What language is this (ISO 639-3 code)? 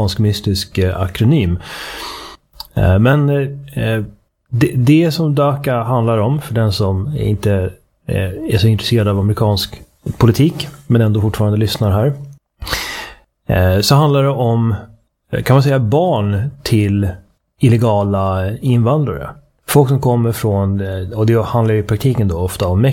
swe